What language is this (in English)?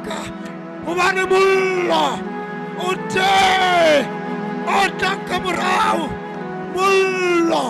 Southern Sotho